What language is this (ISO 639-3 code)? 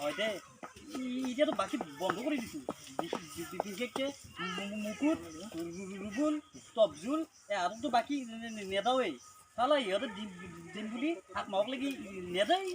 asm